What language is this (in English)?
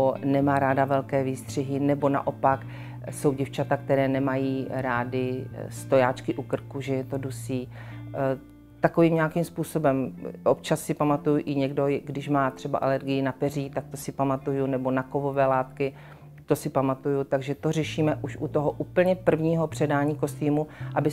Czech